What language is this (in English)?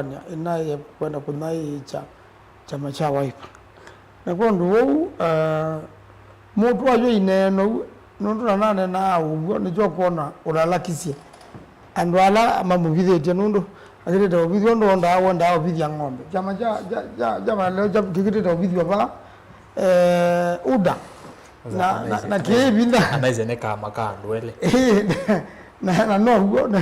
Kamba